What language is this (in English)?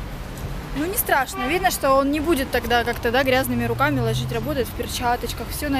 Russian